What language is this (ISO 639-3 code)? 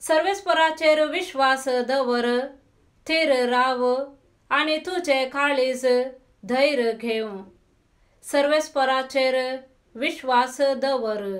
kok